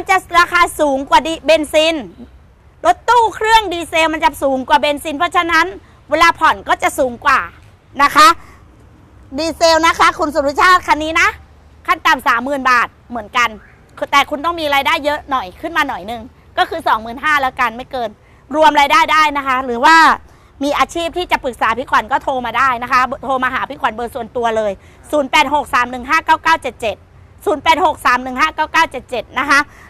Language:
Thai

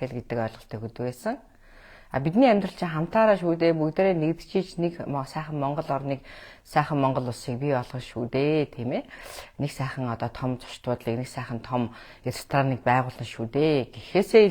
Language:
Mongolian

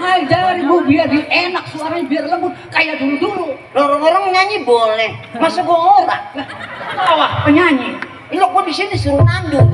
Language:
Betawi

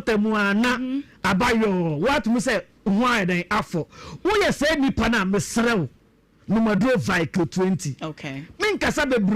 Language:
Akan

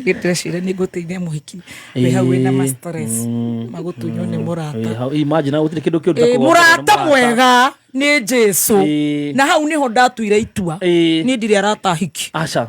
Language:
Kikuyu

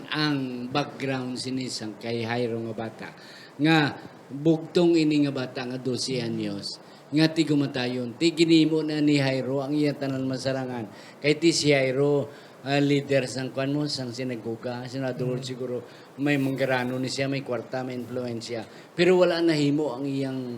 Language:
Hiligaynon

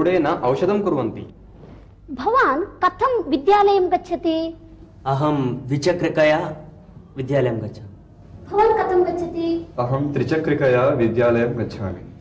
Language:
Sanskrit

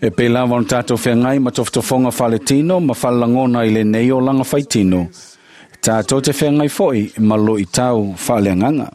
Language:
Samoan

